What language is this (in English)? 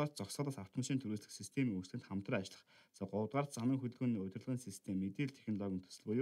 Mongolian